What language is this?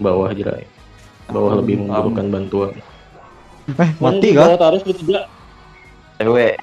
Banjar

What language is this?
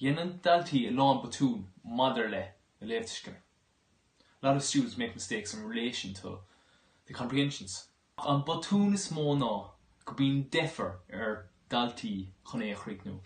Irish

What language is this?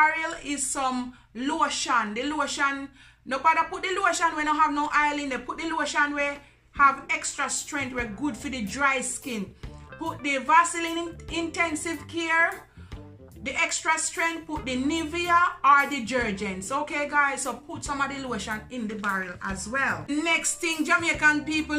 Jamaican Creole English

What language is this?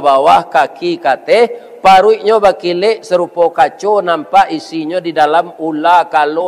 Minangkabau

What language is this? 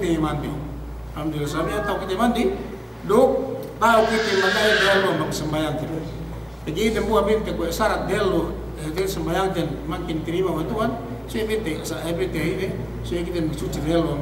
Yakan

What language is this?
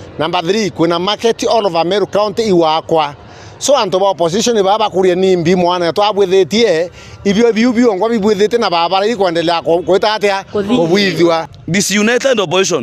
Meru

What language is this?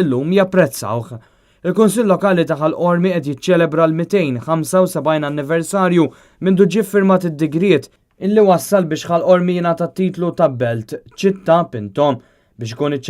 Maltese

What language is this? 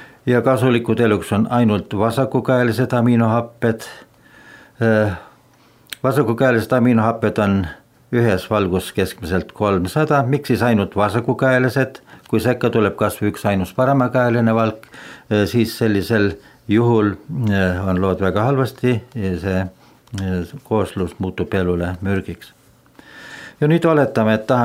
Estonian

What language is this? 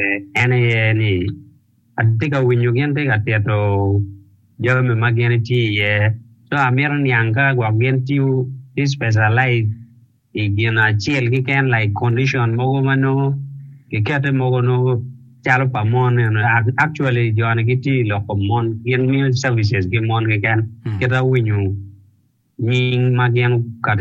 Acoli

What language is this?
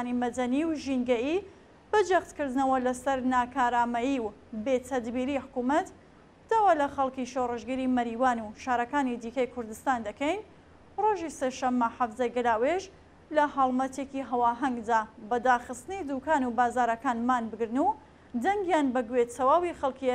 Central Kurdish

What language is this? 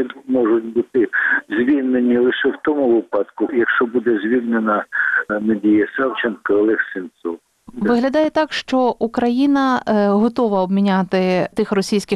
Ukrainian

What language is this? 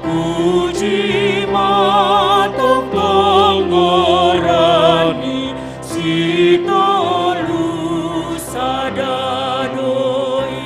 Batak Simalungun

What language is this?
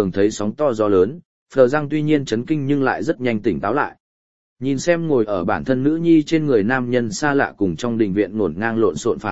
Vietnamese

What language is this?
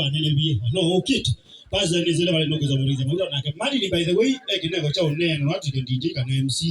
Kamba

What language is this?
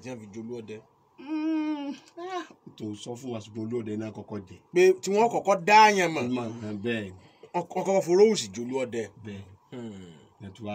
Yoruba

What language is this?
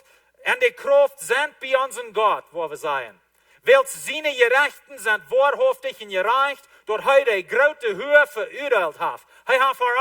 Plautdietsch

